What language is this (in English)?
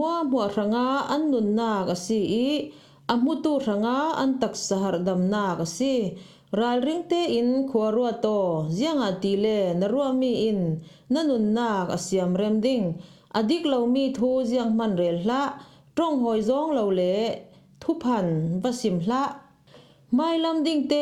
Falam Chin